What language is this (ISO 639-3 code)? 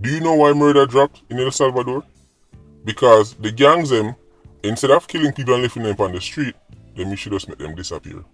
jam